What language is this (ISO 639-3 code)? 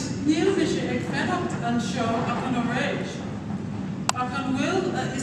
gle